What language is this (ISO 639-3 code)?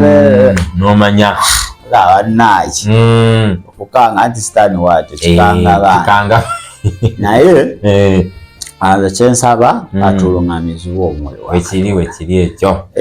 lug